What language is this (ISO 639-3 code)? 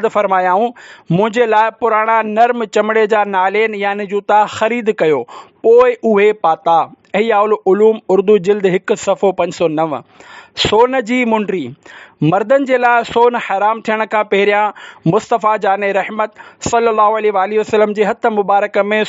snd